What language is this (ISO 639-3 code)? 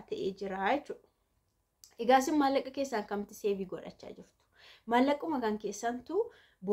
orm